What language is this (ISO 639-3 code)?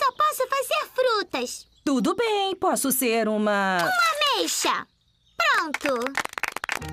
por